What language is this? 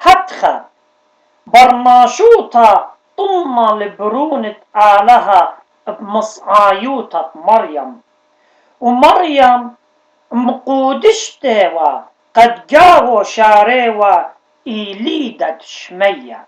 Assyrian Neo-Aramaic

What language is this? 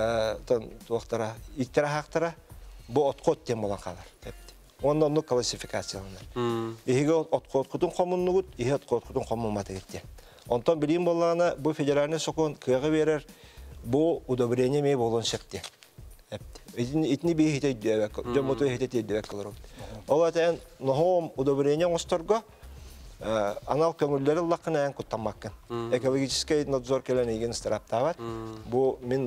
Yakut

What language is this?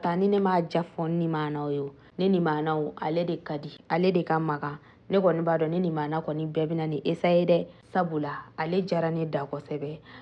Bambara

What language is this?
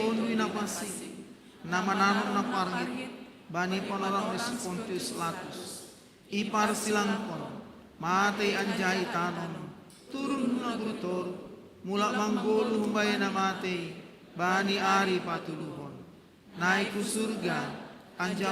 Batak Simalungun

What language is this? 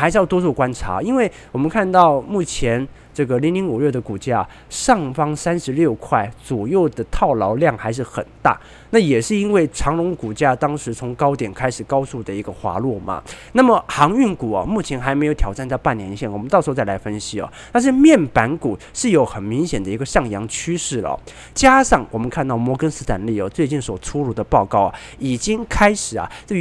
Chinese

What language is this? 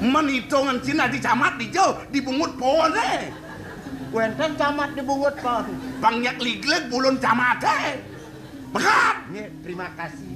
Balinese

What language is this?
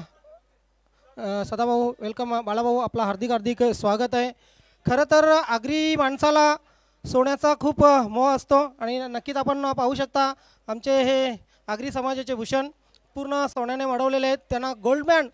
Marathi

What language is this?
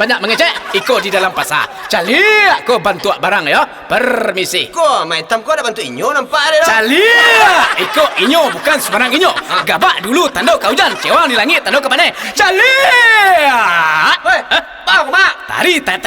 Minangkabau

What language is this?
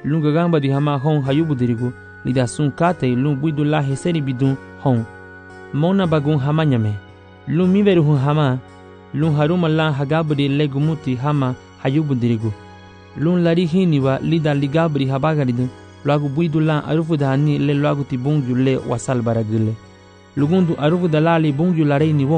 Garifuna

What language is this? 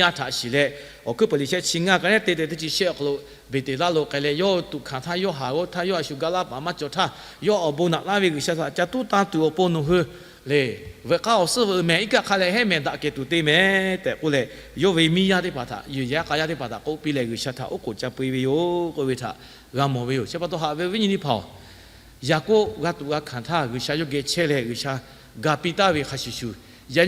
Lahu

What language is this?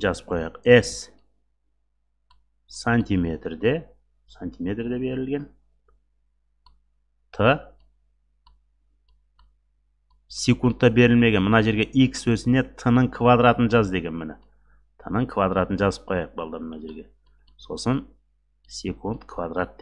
Kazakh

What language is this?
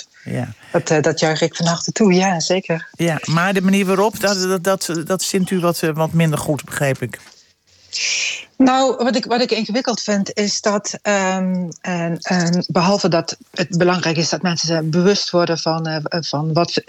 Dutch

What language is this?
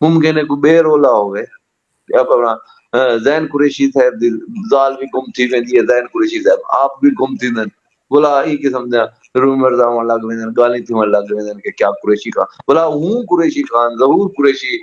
Saraiki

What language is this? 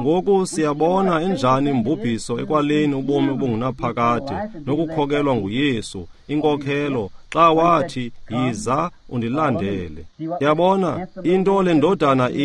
Xhosa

